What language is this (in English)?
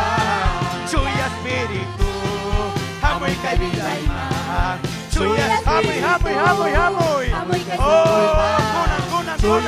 Ayacucho Quechua